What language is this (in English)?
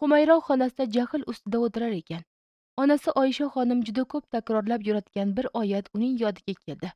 Uzbek